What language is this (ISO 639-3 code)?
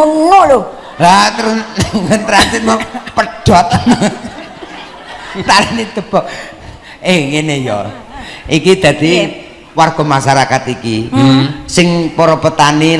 jav